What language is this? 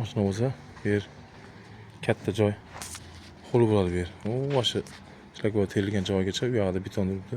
Uzbek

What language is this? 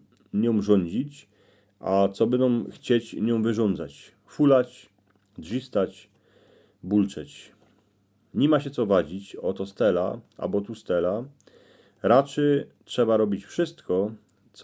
Silesian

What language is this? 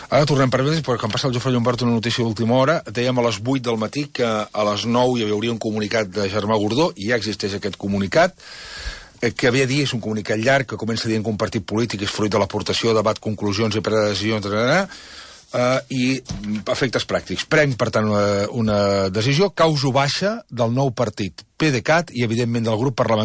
Catalan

